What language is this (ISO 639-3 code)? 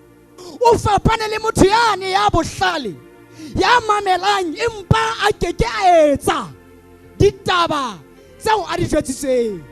sot